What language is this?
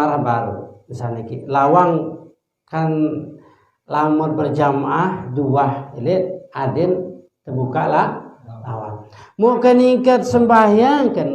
Sasak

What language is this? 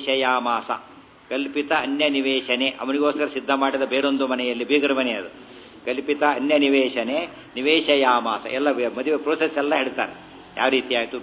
Kannada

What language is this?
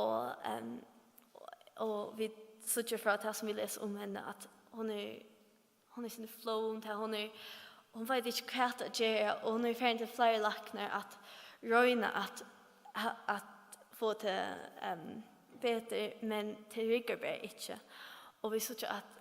Faroese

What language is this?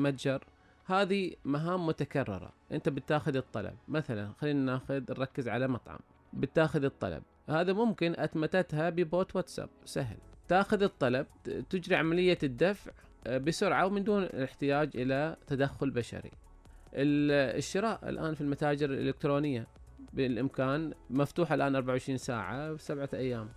Najdi Arabic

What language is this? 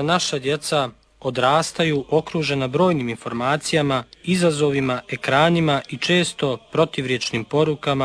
Serbian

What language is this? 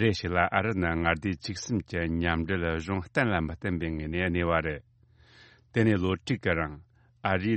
Tibetan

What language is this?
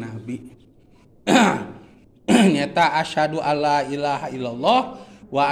Sundanese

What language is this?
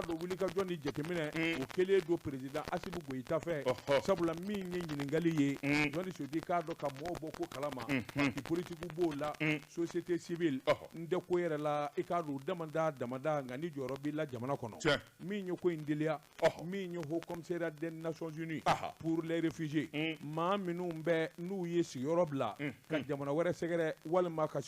Bambara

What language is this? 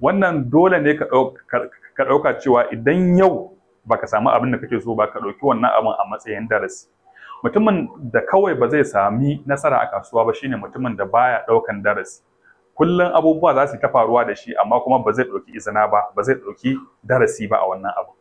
Hausa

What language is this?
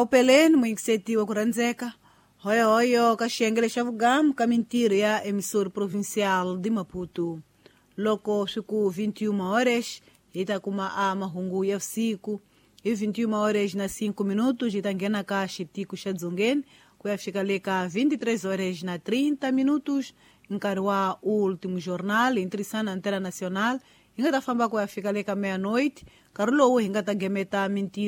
Tsonga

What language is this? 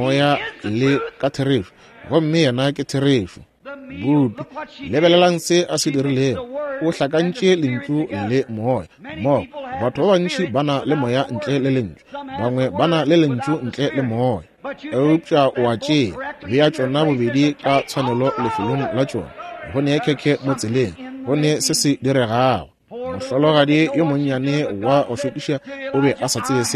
Northern Sotho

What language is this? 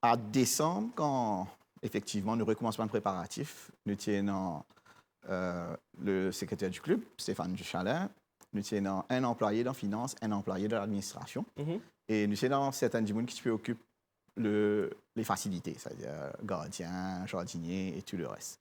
Morisyen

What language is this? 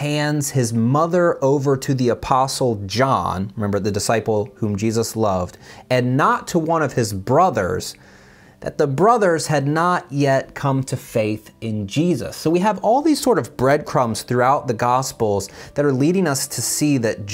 English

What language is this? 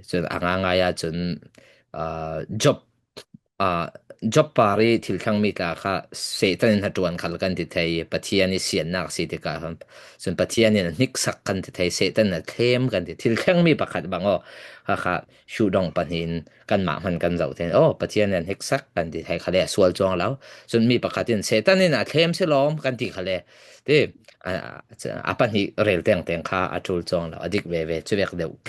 Falam Chin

